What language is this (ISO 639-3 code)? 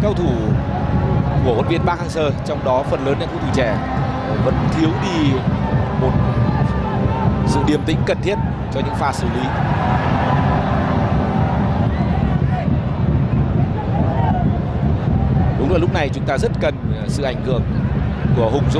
vie